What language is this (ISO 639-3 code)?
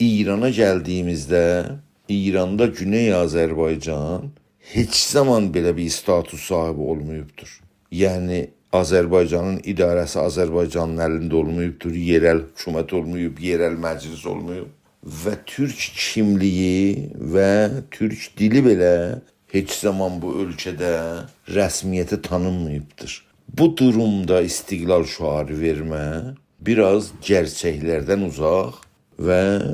azb